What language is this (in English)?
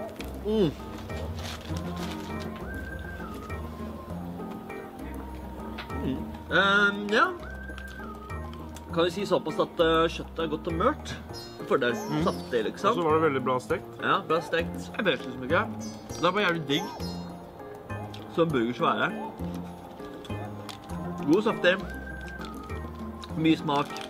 Norwegian